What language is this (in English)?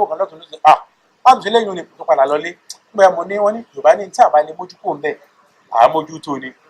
Yoruba